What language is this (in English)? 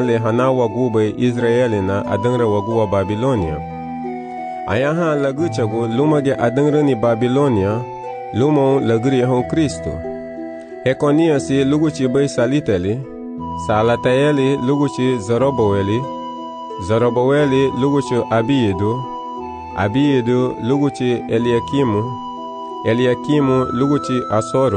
Garifuna